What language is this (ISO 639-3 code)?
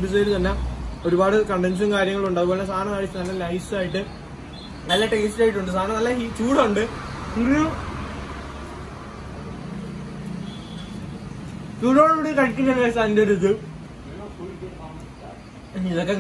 mal